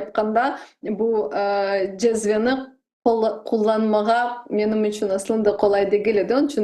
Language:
Crimean Tatar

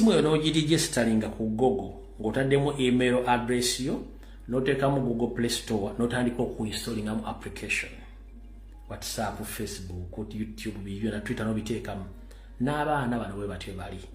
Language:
Ganda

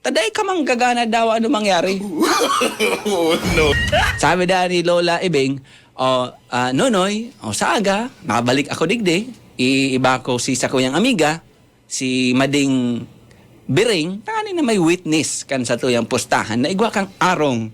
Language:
Bikol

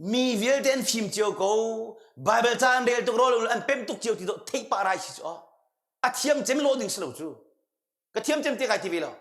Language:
Hakha Chin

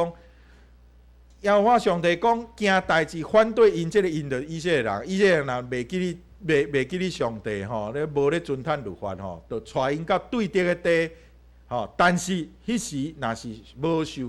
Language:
Min Nan Chinese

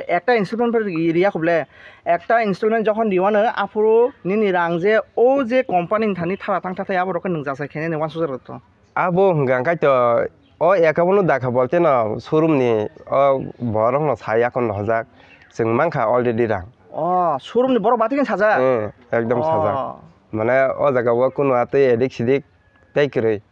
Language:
Kok Borok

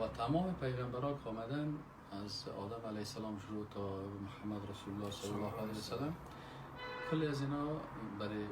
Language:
Persian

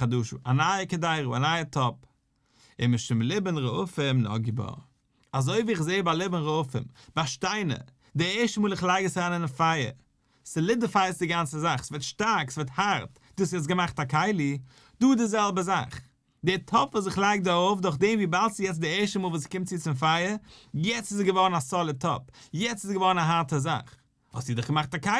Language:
Yiddish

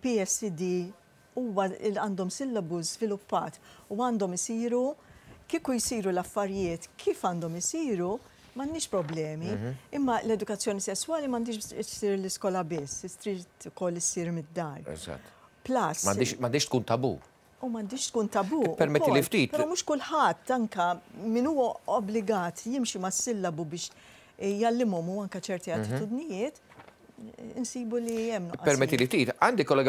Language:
Maltese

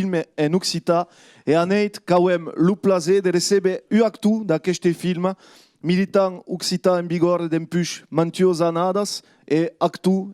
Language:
Occitan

